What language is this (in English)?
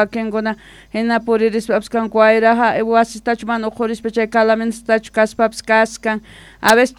South Bolivian Quechua